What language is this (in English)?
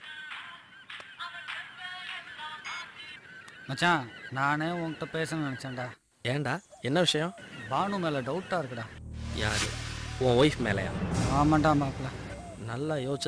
Tamil